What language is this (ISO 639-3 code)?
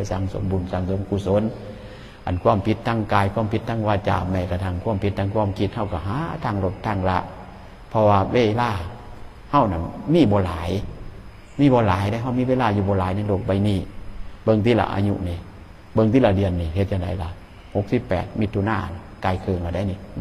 tts